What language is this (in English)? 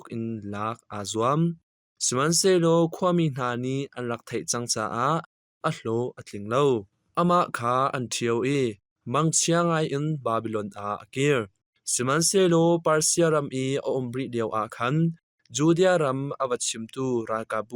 Hakha Chin